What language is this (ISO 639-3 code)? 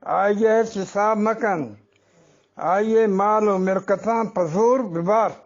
bgp